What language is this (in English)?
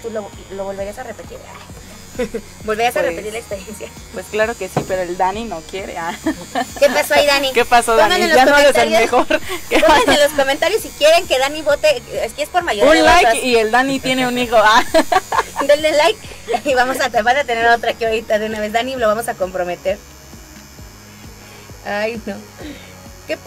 Spanish